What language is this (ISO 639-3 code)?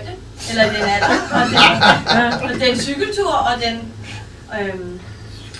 dan